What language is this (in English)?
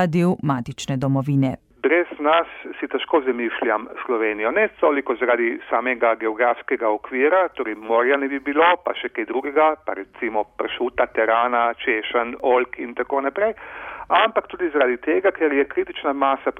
Slovenian